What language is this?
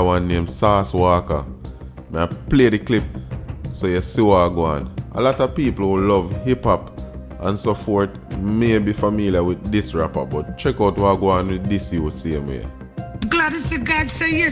Jamaican Creole English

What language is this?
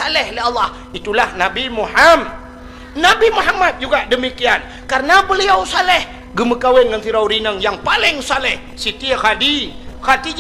Achinese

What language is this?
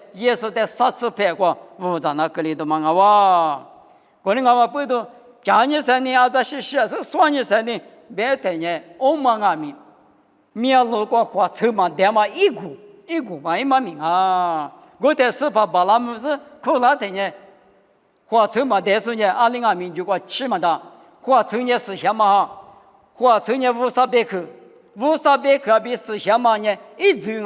Lisu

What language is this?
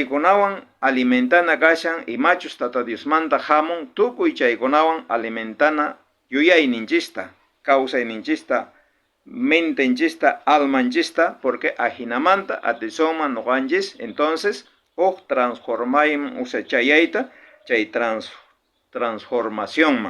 South Bolivian Quechua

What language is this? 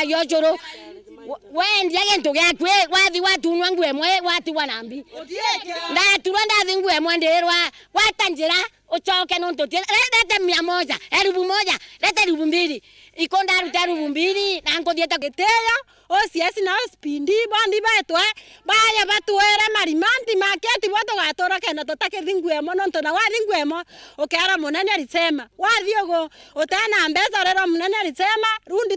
Meru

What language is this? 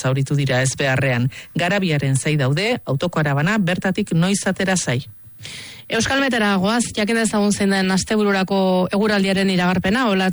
Basque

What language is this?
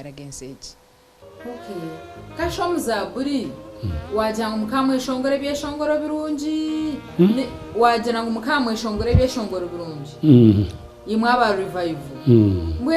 Nyankole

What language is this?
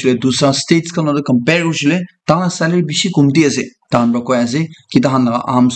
Naga Pidgin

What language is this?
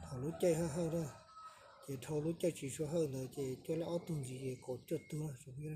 Hmong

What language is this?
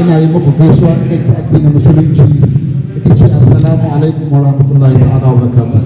Hausa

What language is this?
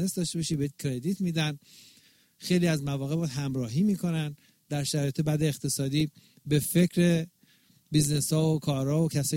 Persian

